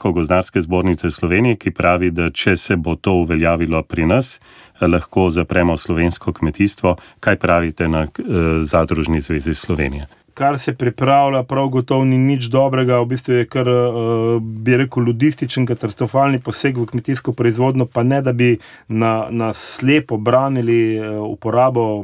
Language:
Slovenian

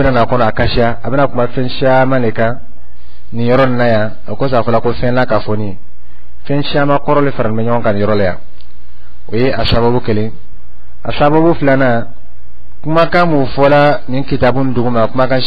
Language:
Dyula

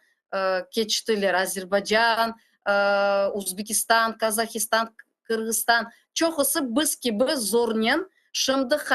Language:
Crimean Tatar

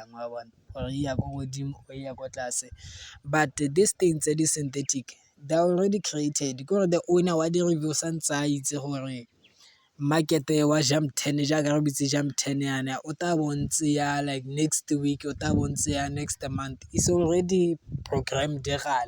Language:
Tswana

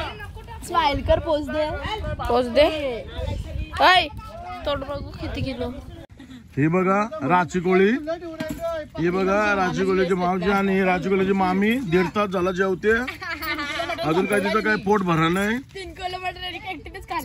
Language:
Marathi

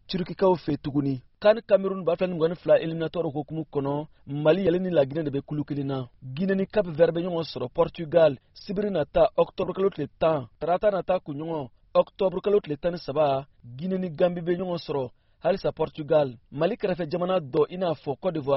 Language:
Bambara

